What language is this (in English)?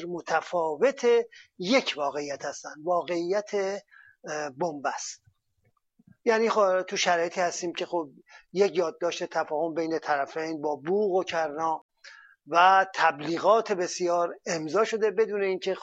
Persian